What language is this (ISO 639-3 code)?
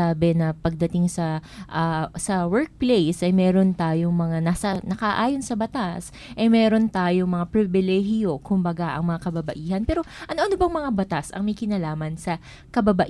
fil